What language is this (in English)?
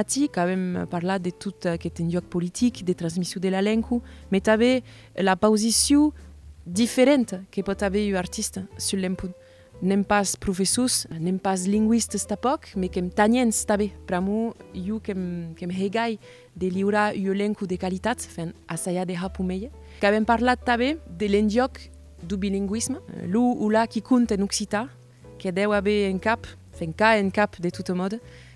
Occitan